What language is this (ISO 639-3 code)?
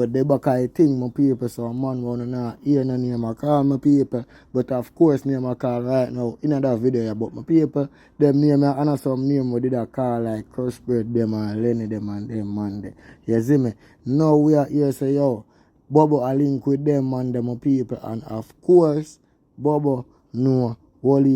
jam